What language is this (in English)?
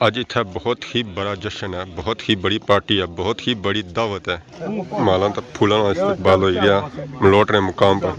Pahari-Potwari